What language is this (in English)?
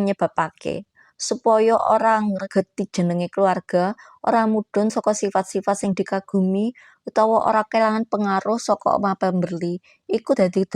Javanese